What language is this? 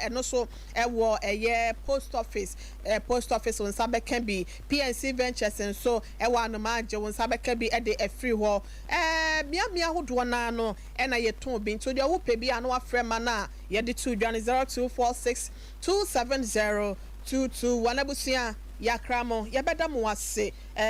Akan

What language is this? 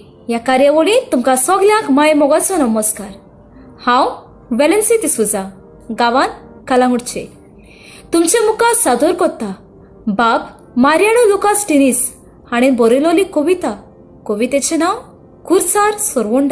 Konkani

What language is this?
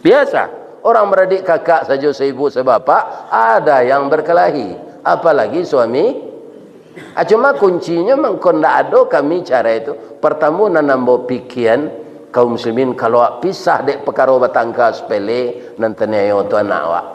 Minangkabau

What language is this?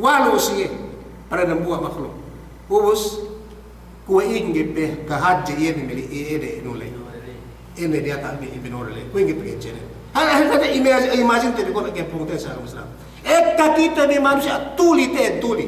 Yakan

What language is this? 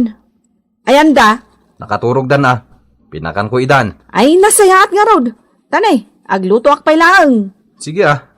Iloko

